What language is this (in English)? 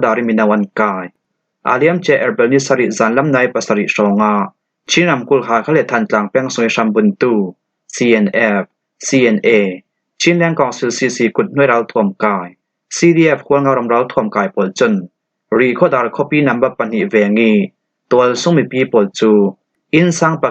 Falam Chin